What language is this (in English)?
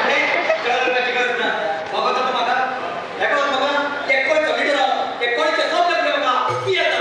Konkani